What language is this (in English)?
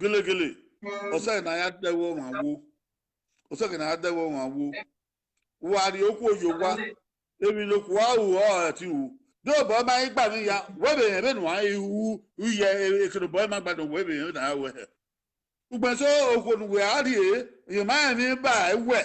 Bini